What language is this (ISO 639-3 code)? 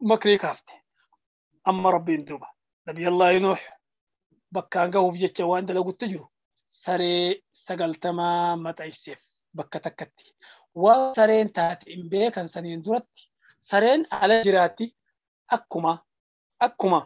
orm